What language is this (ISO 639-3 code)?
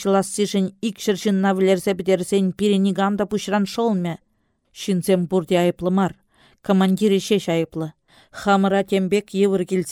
chv